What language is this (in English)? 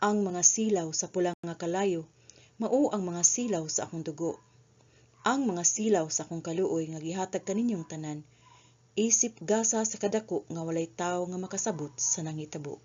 Cebuano